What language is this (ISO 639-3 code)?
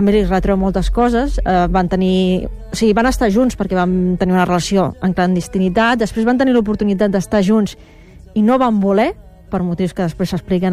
cat